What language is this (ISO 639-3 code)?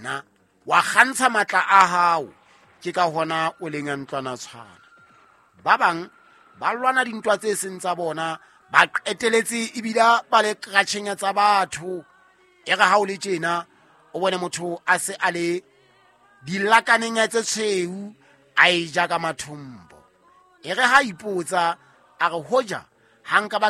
sot